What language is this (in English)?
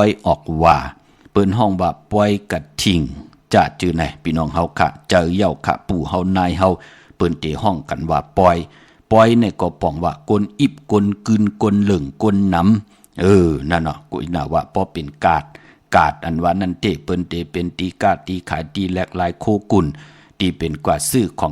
Shan